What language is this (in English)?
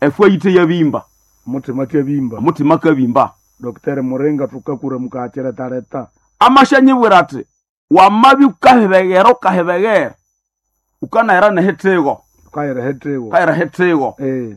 Nande